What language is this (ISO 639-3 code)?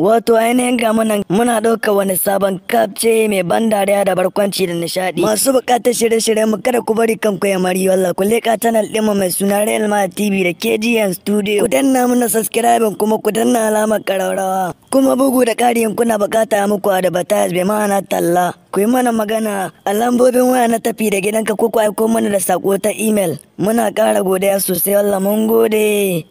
hau